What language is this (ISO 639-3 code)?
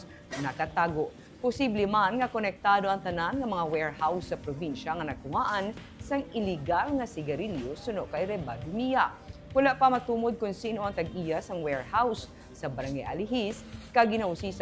hil